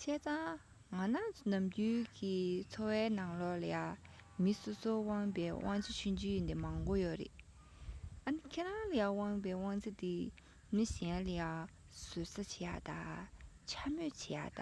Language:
Tibetan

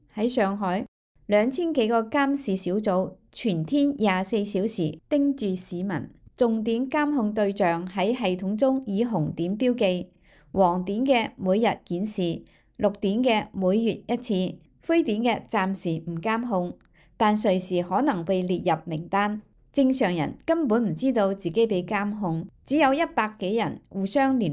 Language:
Cantonese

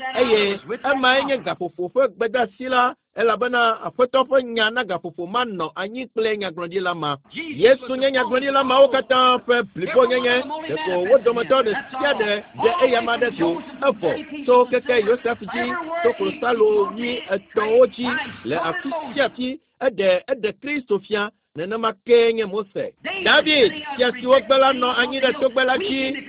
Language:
Ewe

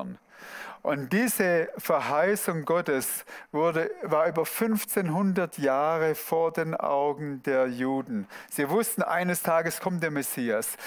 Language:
Swiss German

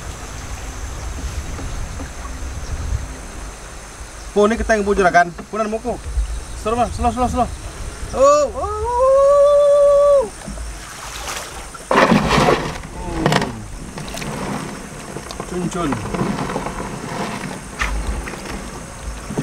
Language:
Malay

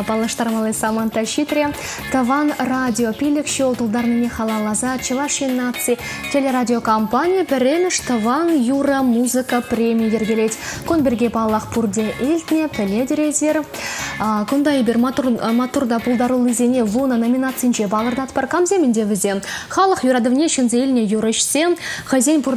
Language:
Chuvash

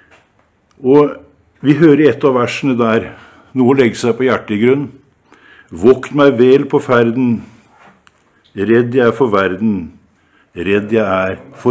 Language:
Norwegian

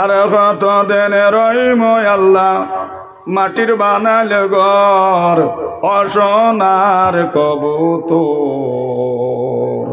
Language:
Sylheti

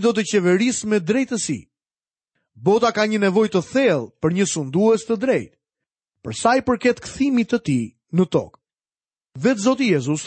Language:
Albanian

